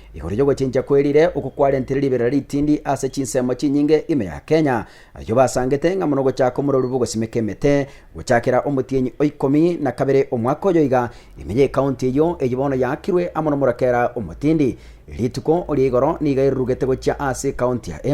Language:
Gusii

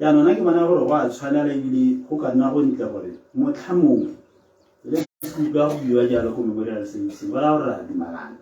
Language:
Tswana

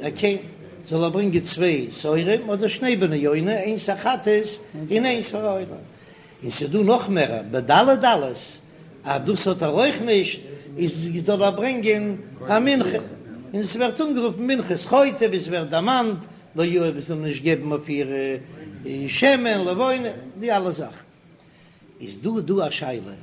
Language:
Yiddish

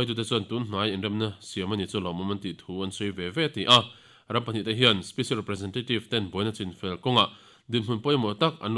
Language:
Mizo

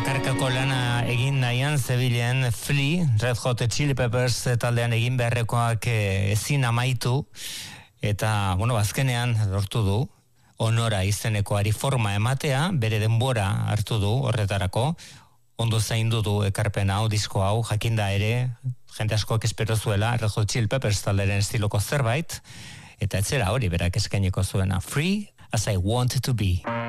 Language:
Basque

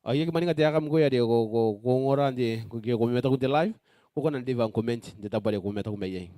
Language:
Gilbertese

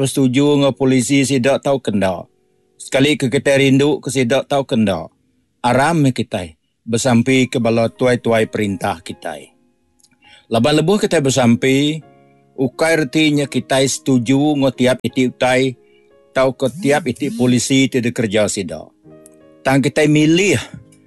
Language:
Iban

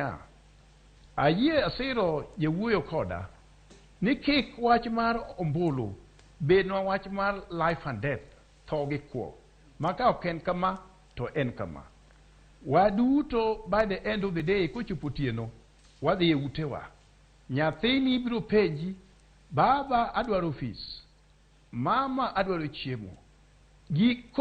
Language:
Luo (Kenya and Tanzania)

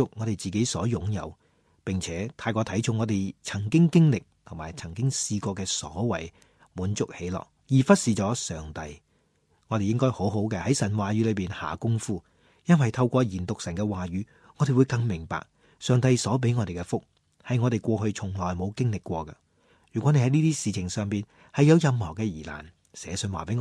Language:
Cantonese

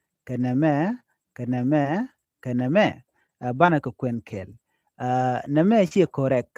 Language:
Nuer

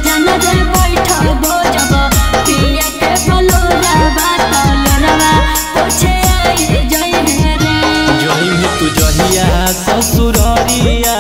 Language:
Bhojpuri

